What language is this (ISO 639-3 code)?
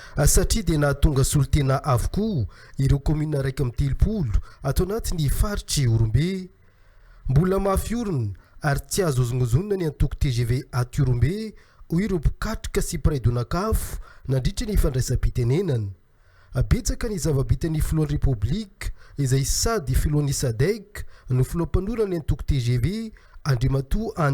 mlg